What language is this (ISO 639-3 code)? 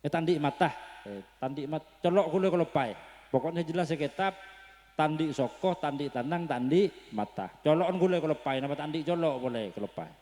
mad